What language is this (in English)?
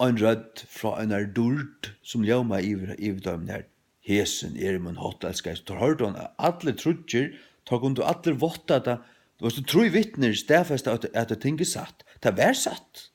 Faroese